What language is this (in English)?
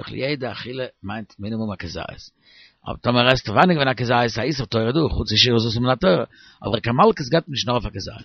Yiddish